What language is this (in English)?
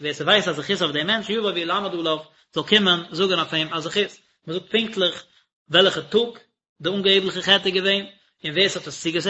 Yiddish